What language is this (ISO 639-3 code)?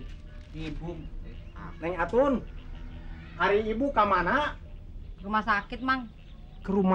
bew